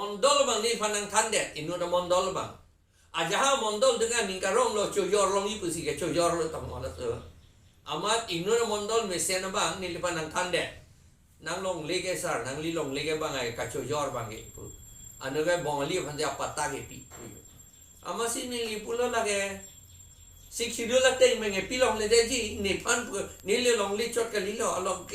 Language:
Karbi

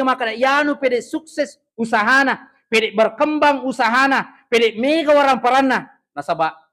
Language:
Buginese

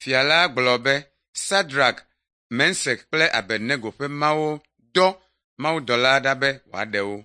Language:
Ewe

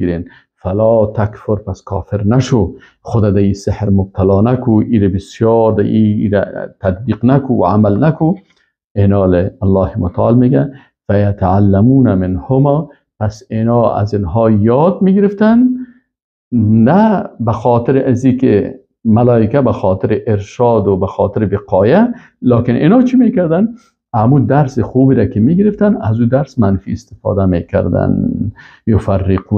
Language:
Persian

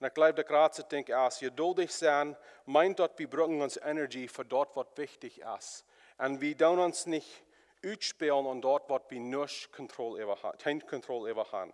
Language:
Plautdietsch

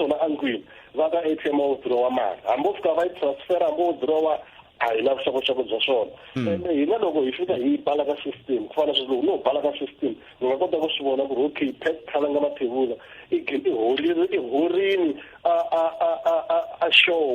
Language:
Tsonga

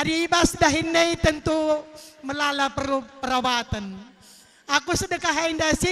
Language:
Batak Karo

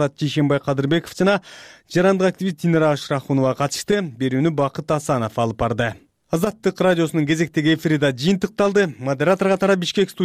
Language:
Kyrgyz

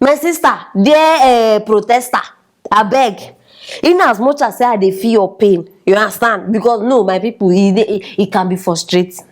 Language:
Nigerian Pidgin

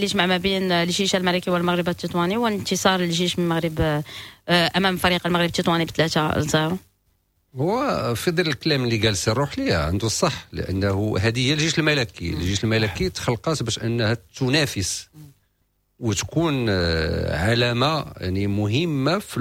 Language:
Moroccan Arabic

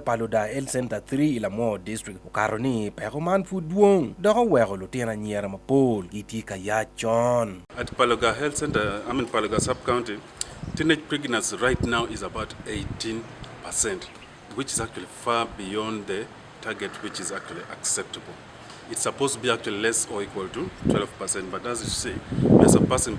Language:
Acoli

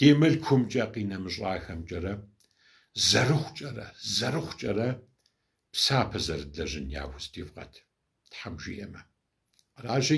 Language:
Kabardian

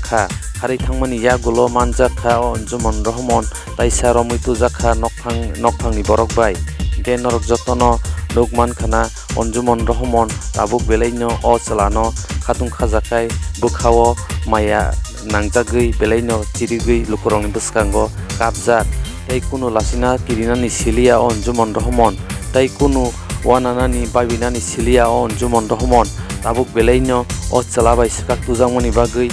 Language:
Kok Borok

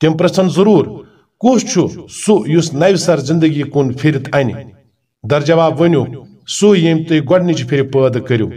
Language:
Kashmiri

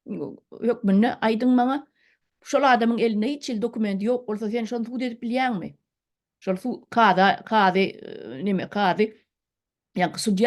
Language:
Turkmen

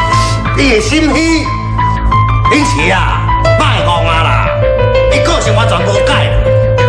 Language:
Min Nan Chinese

